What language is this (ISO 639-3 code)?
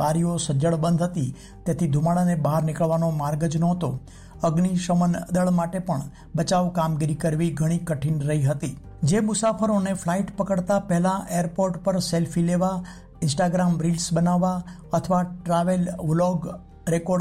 guj